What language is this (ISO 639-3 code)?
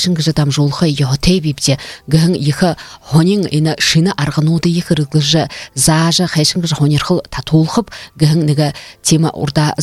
bua